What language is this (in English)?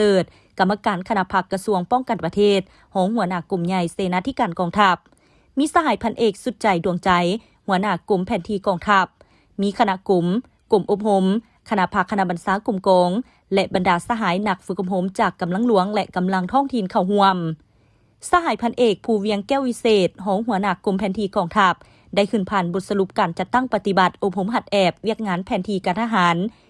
Lao